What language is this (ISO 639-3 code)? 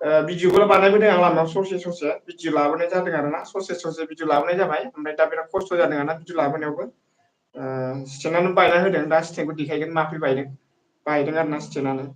brx